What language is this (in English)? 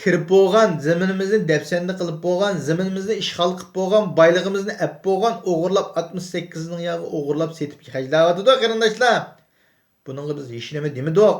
Uyghur